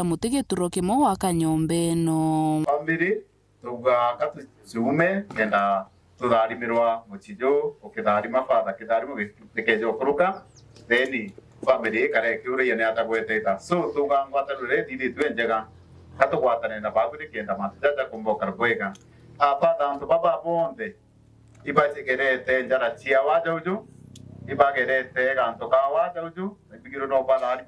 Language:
Meru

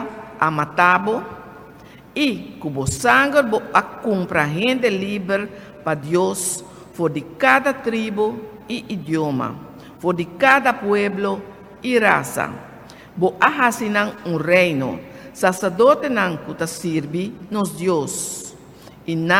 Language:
Papiamento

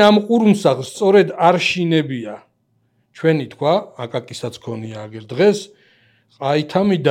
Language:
Georgian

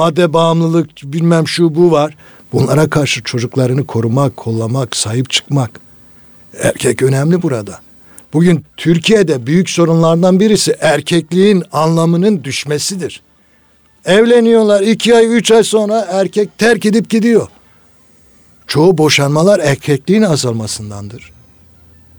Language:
Turkish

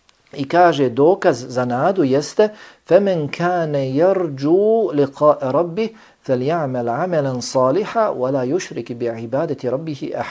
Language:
Bosnian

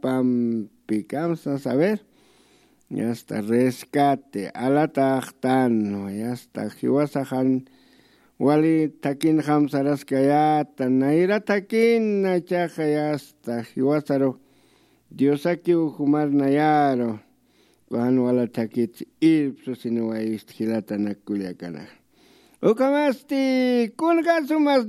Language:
Aymara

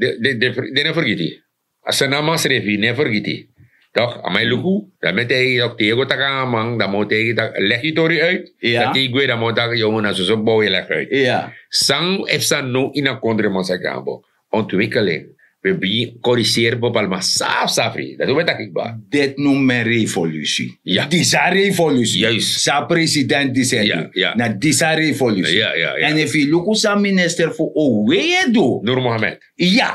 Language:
Sranan Tongo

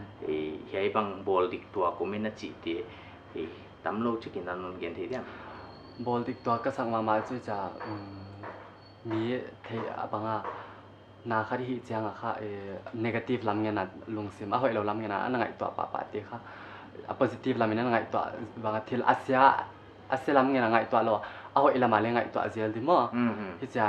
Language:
Paite Chin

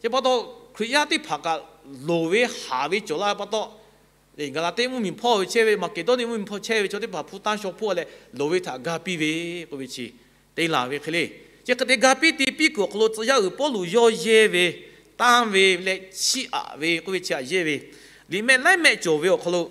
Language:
Lahu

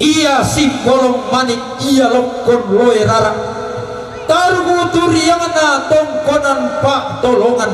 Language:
Toraja-Sa'dan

